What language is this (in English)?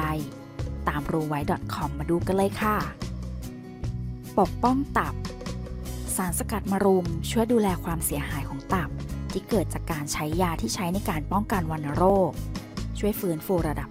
Thai